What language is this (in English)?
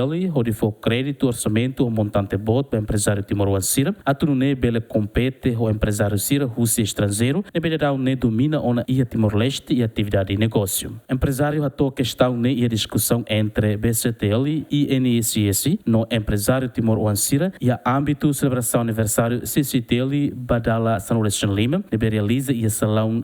Tetum